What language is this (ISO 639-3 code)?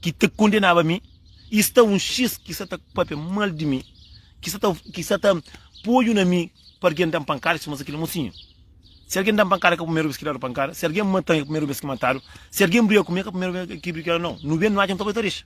kea